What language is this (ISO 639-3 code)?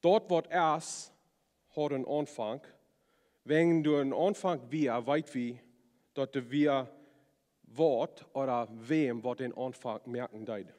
pdt